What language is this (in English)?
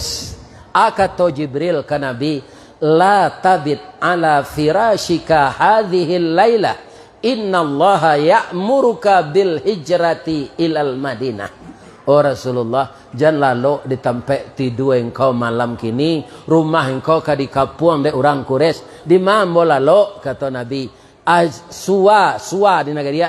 Minangkabau